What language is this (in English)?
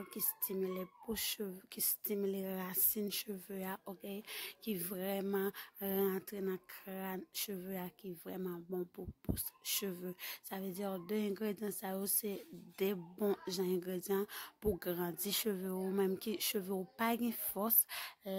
Haitian Creole